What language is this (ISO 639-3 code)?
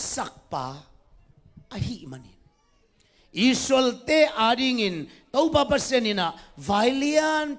ctd